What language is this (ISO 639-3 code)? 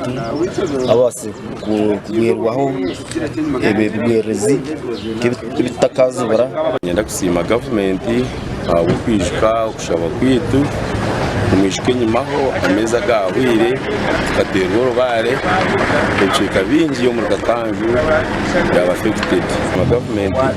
nyn